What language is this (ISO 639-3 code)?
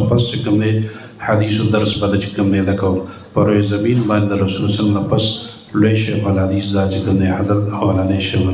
pus